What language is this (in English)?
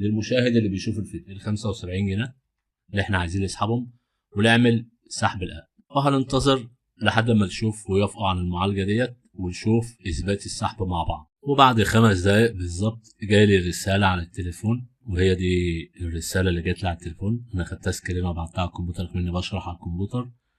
Egyptian Arabic